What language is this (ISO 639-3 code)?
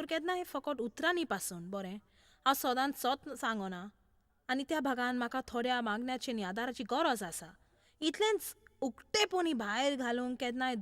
kok